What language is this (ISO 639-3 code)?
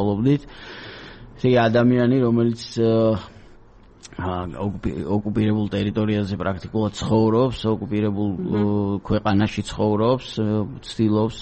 kat